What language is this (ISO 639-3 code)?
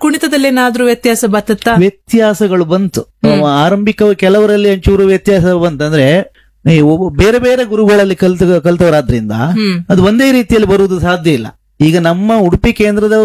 kan